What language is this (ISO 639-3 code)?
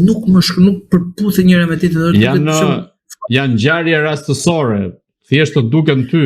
sqi